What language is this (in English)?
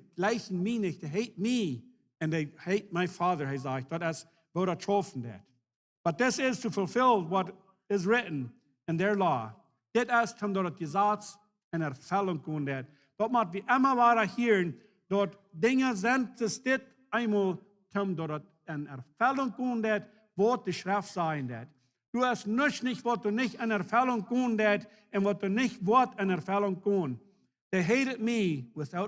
Plautdietsch